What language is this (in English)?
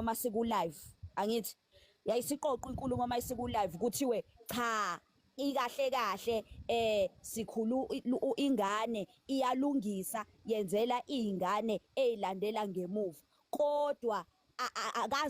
Zulu